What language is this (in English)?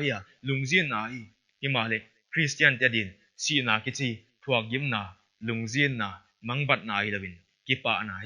Paite Chin